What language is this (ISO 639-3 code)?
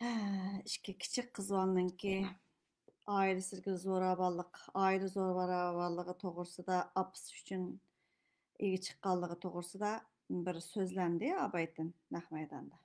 uig